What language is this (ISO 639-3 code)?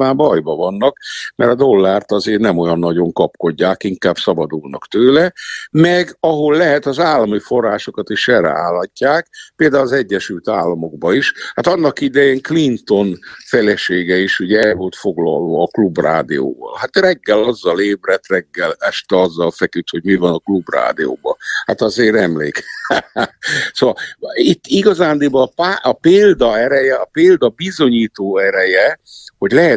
hun